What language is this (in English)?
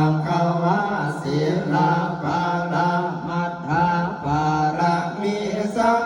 Pali